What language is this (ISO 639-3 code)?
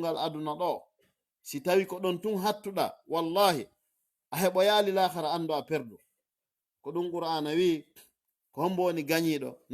ful